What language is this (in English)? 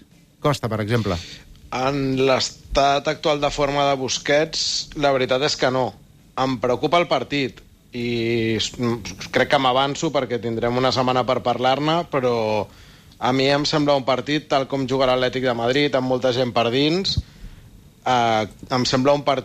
Catalan